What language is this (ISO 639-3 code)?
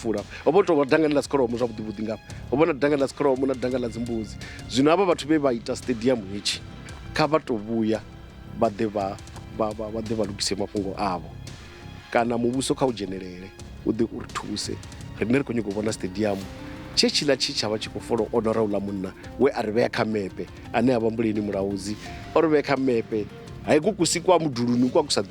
ven